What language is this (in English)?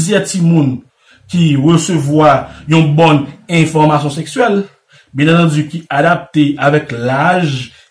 Haitian Creole